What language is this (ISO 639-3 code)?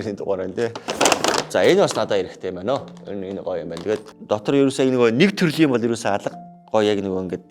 mon